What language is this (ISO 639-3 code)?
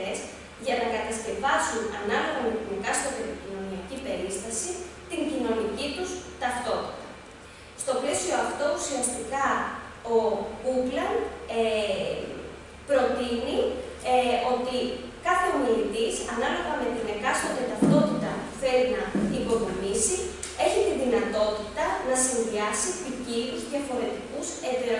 ell